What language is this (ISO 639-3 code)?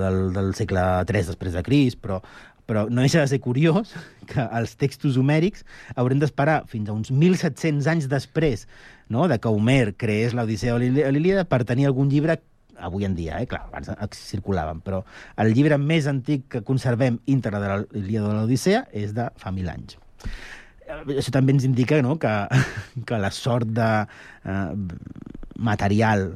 cat